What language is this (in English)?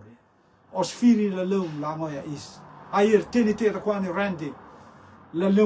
Rotuman